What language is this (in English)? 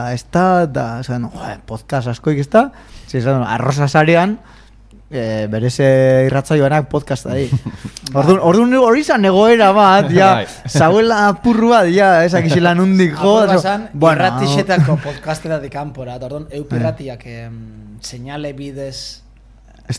Basque